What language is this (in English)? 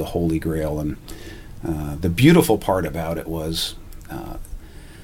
English